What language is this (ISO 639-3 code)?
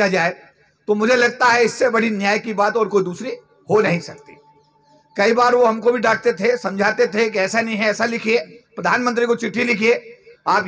hin